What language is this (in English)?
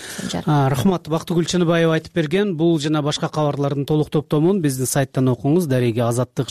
Kyrgyz